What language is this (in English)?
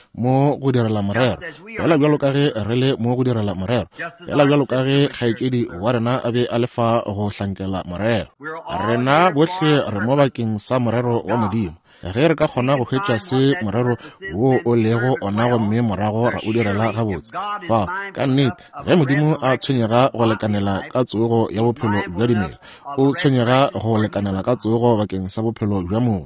Northern Sotho